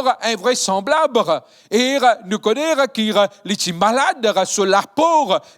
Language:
Morisyen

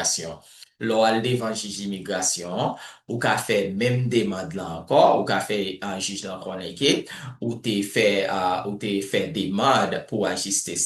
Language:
Haitian Creole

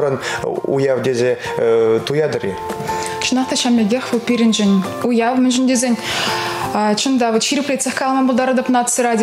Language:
Chuvash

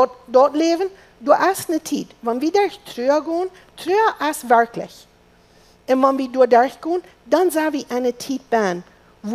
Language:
Plautdietsch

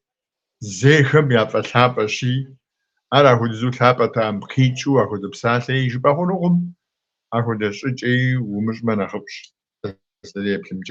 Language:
Kabardian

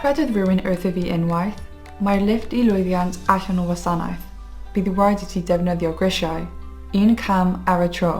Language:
Welsh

